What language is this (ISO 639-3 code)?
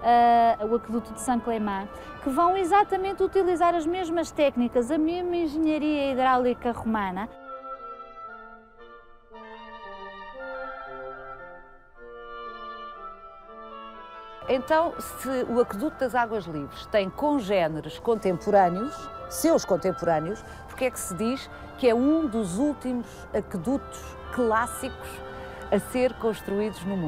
por